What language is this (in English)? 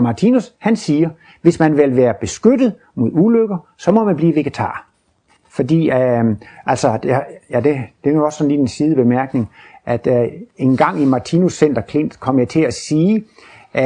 Danish